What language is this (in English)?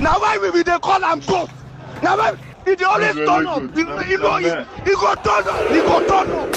Nigerian Pidgin